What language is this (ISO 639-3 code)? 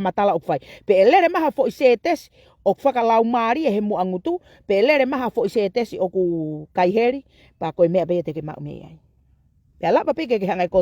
ton